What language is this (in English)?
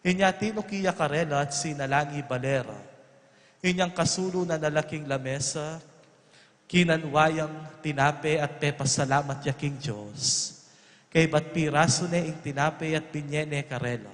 Pampanga